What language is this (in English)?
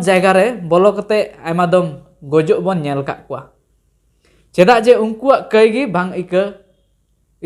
Santali